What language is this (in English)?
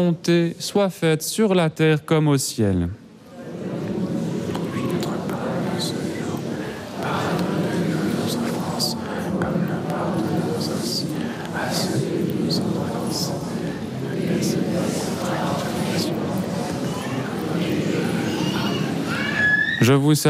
French